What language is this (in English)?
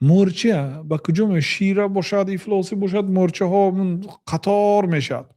Tajik